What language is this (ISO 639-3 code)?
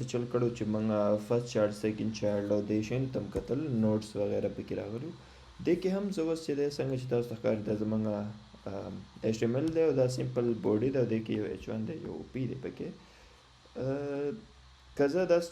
pus